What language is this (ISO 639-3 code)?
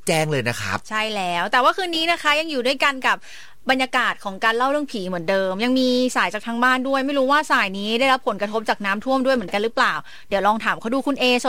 tha